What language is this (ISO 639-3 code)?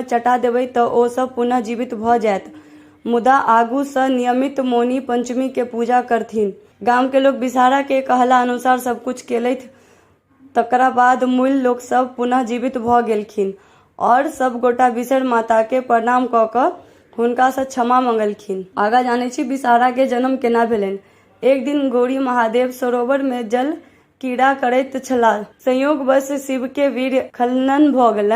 mai